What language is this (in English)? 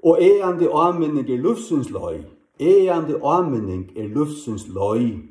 Faroese